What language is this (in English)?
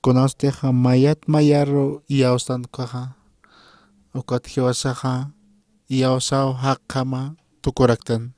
Aymara